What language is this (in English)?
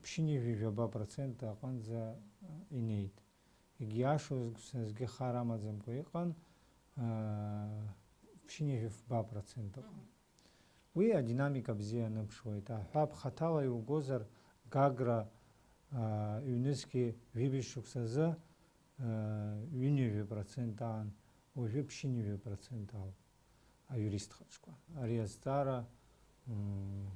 Abkhazian